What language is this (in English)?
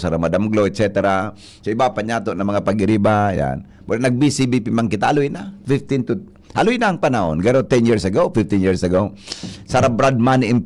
Bikol